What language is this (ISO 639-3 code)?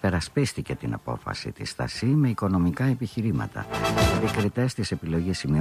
ell